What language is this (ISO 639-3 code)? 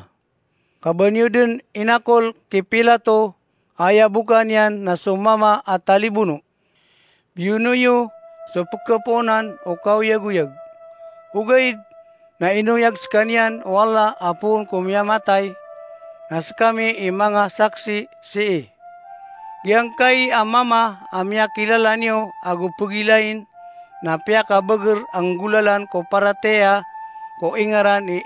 mrw